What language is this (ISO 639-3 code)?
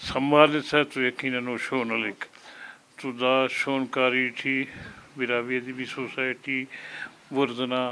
brh